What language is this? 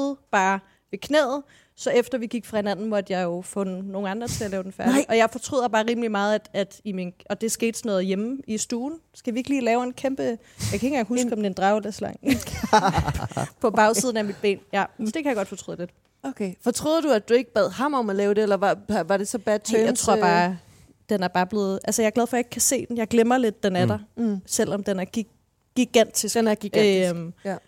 Danish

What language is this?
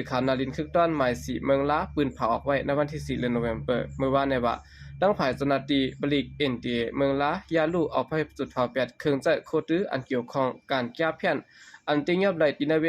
Shan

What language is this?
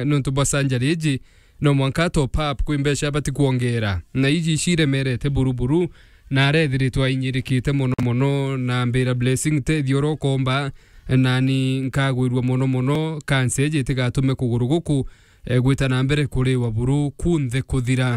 Meru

